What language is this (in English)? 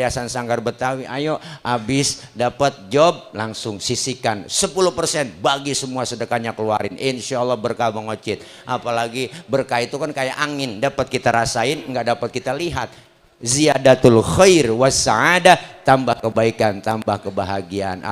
Betawi